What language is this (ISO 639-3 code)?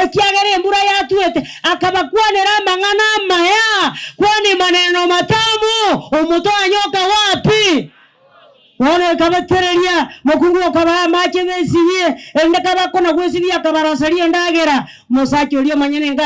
guz